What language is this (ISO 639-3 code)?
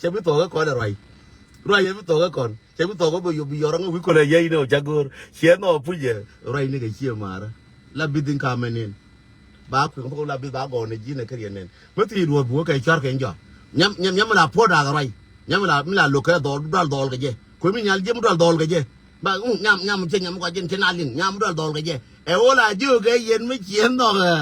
nus